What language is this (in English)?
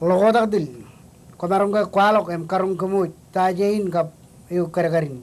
Marshallese